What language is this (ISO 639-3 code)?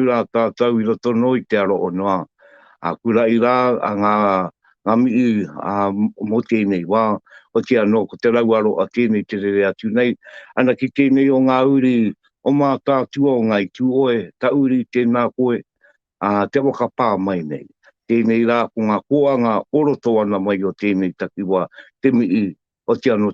mri